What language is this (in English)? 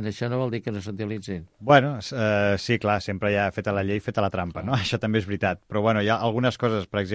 Catalan